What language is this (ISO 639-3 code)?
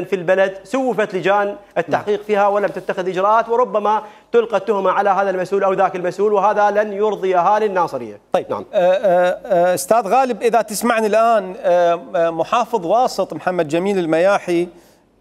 acm